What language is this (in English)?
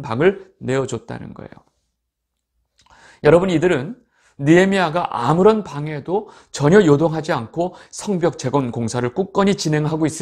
Korean